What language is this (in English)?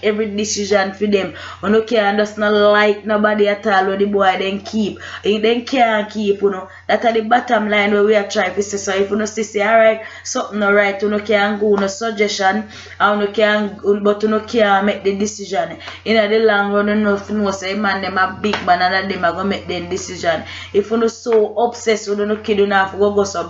Jamaican Creole English